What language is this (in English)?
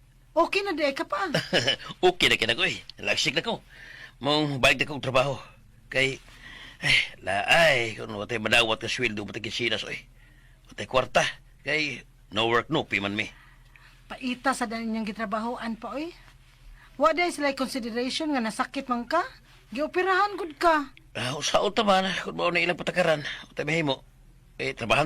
Cebuano